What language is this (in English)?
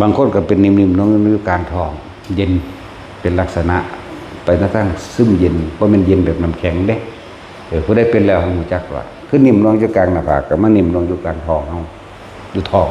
Northeastern Thai